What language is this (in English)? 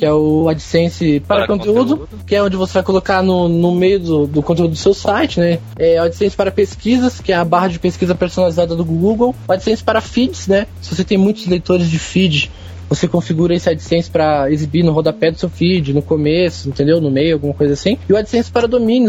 Portuguese